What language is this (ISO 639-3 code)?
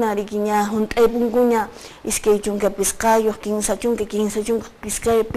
que